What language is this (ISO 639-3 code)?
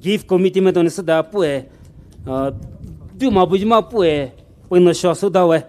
pmx